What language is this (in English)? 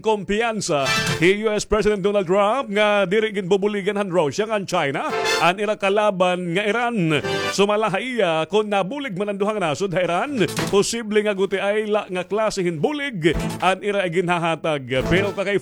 Waray